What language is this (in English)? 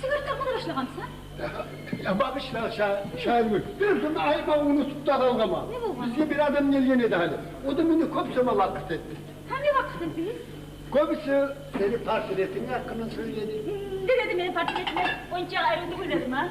Kumyk